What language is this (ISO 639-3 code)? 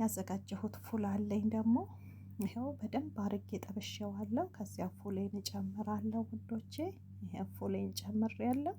amh